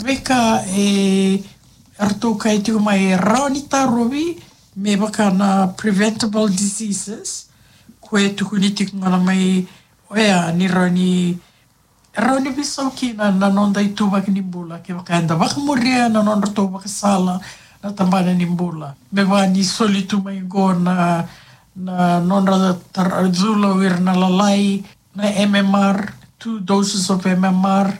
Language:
Fijian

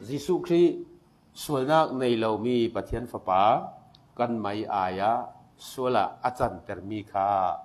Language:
Falam Chin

